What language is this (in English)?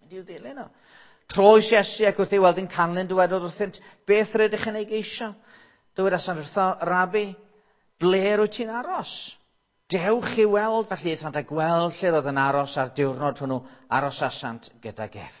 Welsh